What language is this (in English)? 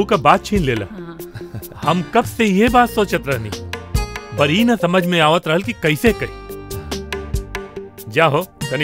Bhojpuri